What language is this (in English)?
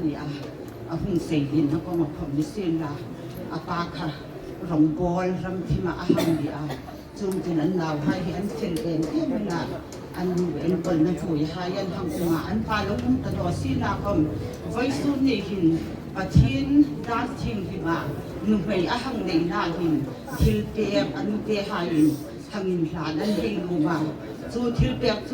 Hmar